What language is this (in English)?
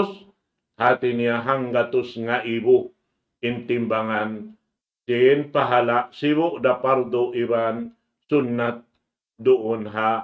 Tausug